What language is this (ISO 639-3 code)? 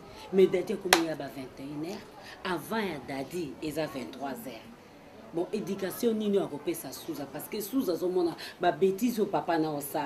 lin